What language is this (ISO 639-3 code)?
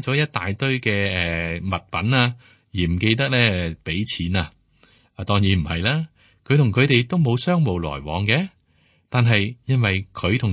yue